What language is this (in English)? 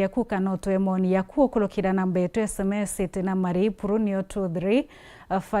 Meru